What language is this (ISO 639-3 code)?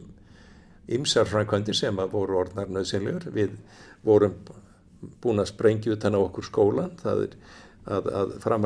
isl